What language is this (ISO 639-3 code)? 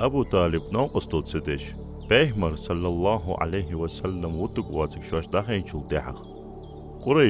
inh